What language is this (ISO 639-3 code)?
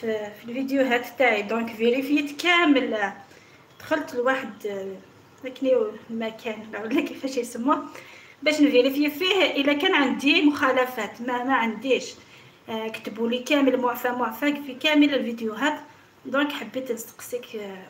arq